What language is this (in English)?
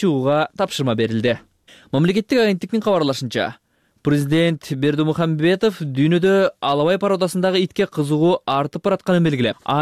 Kyrgyz